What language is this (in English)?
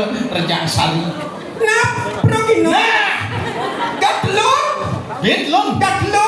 Balinese